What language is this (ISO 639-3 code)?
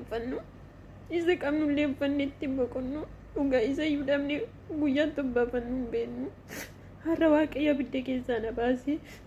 orm